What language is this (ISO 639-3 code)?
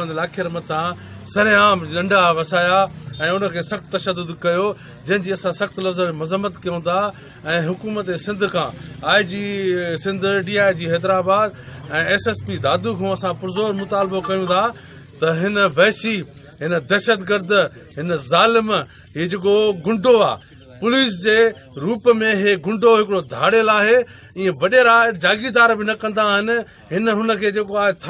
snd